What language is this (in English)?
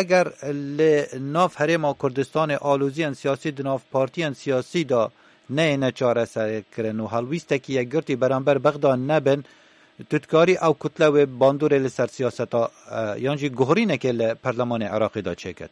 Kurdish